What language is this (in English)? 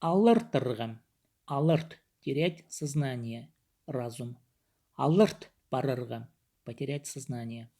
Khakas